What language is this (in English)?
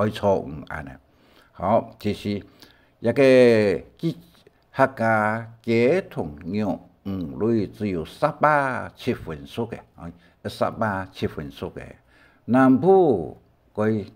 Hakka Chinese